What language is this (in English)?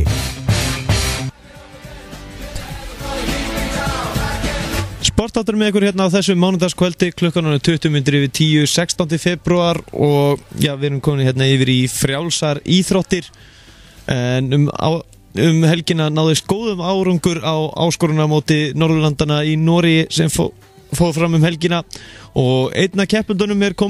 Icelandic